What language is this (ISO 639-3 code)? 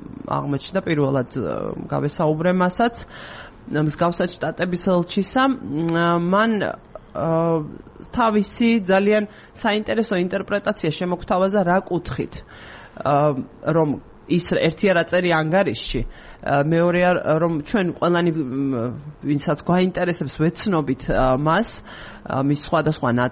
kat